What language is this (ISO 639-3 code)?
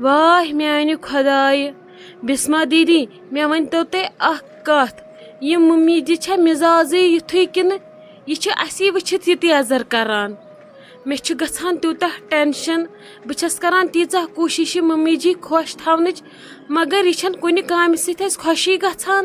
kas